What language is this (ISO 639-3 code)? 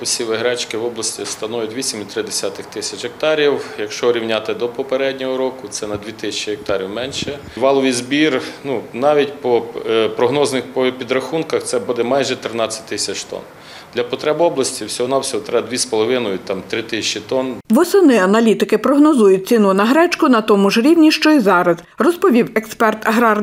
ukr